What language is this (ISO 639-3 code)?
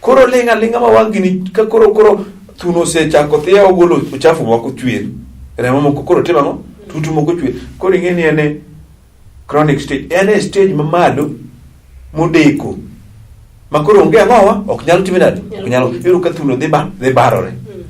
luo